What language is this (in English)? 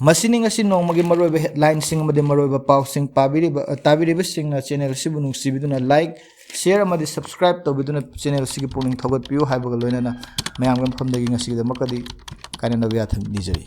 Manipuri